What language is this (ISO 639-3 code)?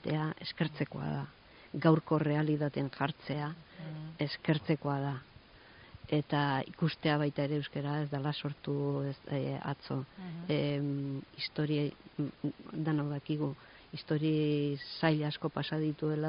eus